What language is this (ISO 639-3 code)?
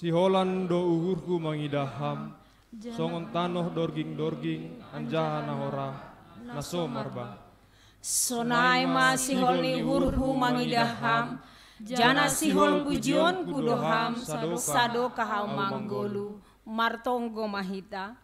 bts